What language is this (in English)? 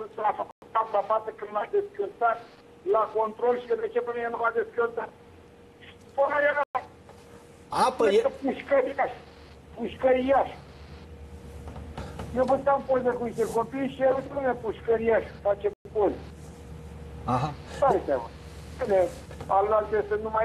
Romanian